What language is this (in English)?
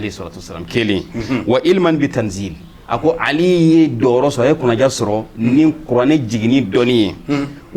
Bambara